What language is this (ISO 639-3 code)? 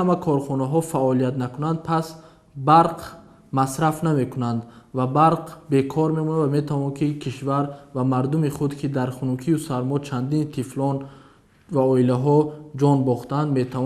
tgk